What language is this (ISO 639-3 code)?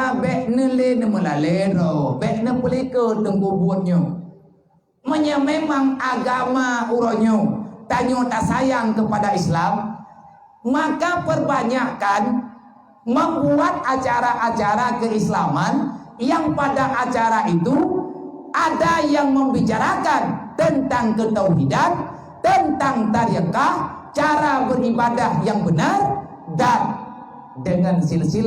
ace